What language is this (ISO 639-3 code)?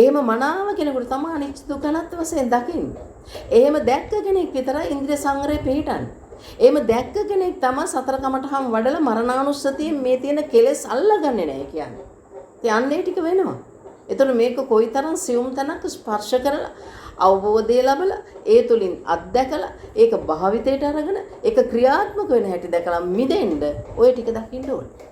sin